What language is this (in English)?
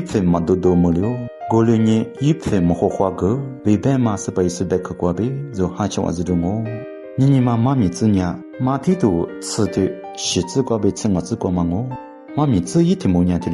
Lisu